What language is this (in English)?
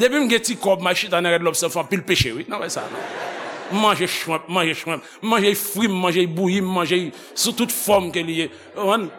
Haitian Creole